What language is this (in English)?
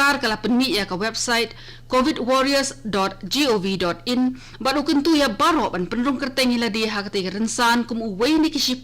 Khasi